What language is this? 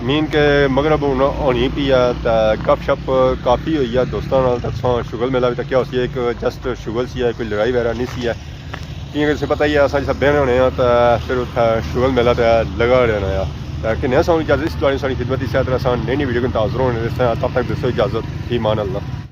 Pahari-Potwari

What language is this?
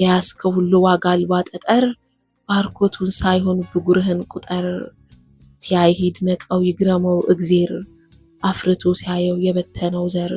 Amharic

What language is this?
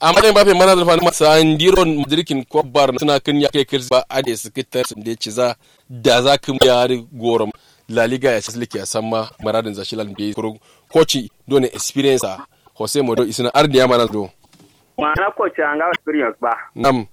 Kanuri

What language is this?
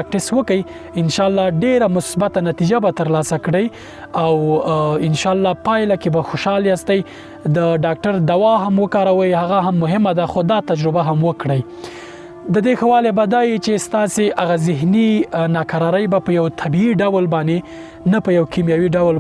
Pashto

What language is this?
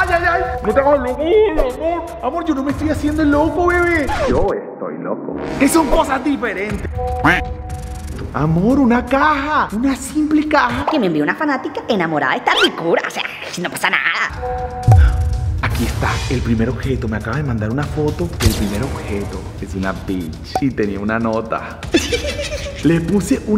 Spanish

